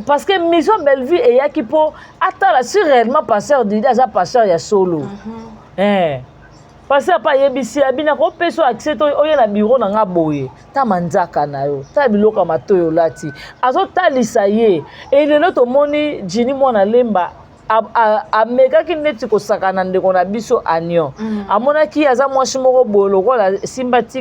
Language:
Lingala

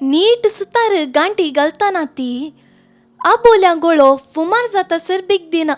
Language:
Konkani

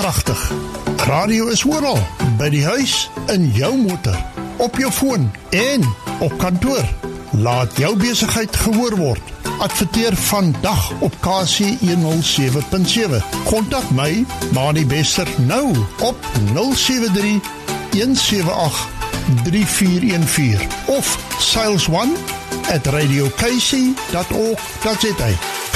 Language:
Afrikaans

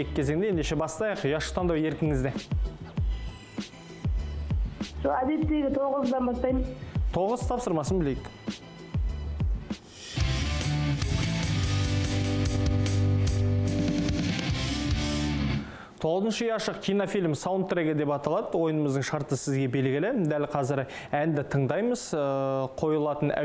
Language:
Kazakh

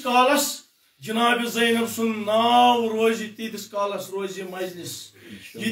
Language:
Kashmiri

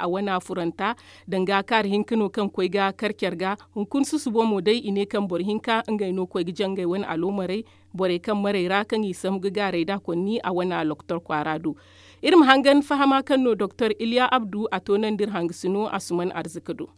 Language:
Zarma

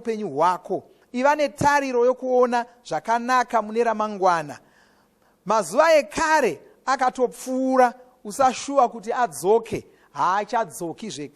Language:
Shona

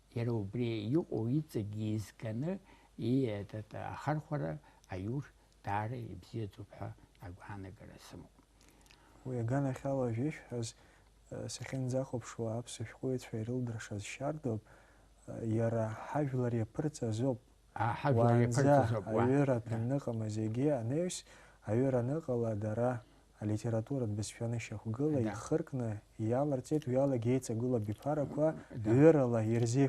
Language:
Abkhazian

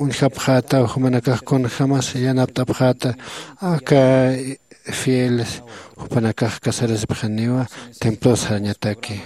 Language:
Aymara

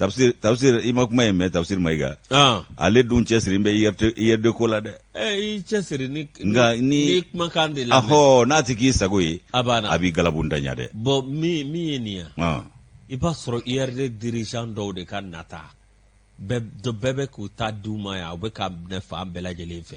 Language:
Bambara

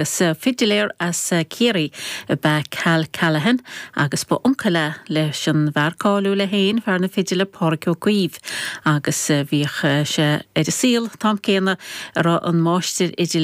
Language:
Irish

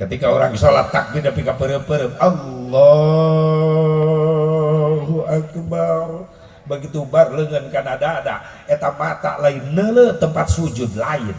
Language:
Sundanese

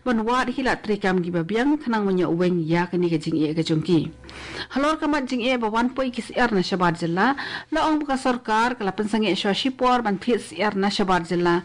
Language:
Khasi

